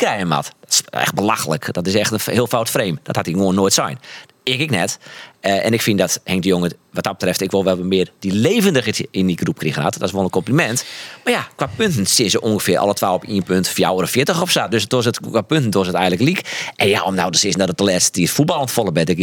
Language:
Western Frisian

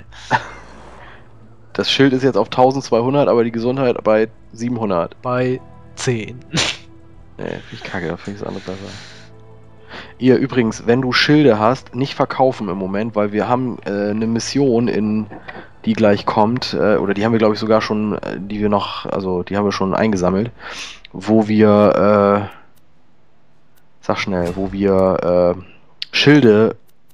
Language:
German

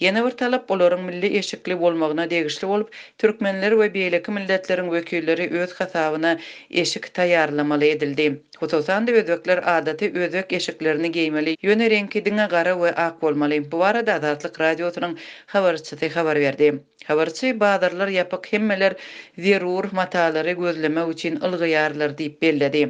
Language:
Turkmen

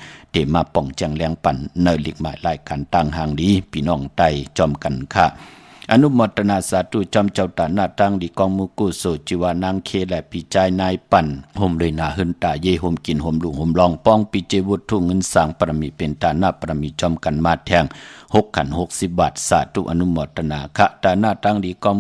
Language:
Shan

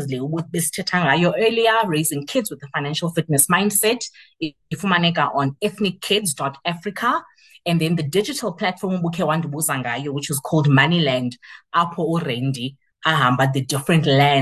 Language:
Xhosa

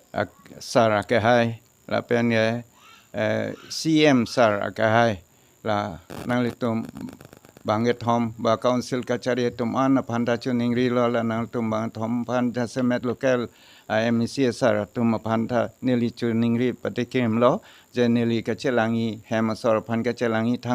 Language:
Karbi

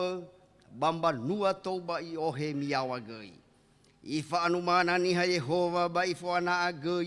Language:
Nias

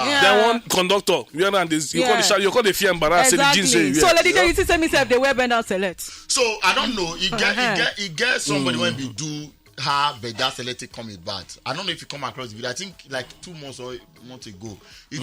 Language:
Nigerian Pidgin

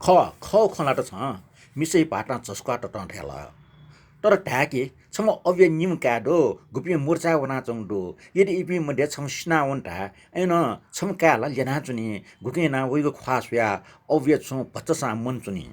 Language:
Newari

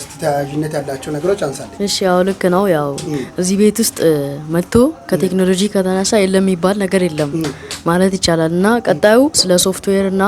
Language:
Amharic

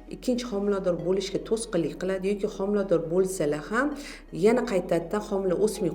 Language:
Uzbek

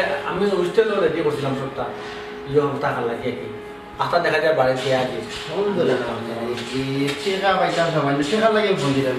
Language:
Sylheti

